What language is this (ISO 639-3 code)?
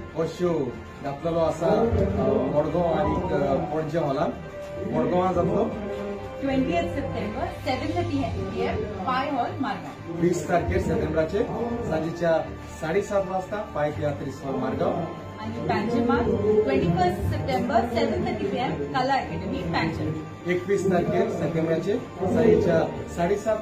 kok